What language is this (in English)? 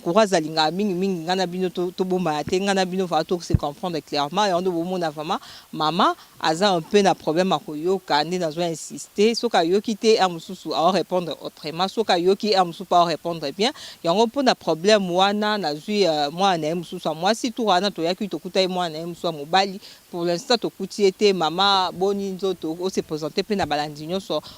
Lingala